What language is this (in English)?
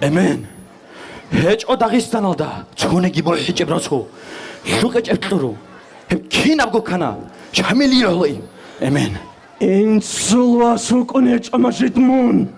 Avaric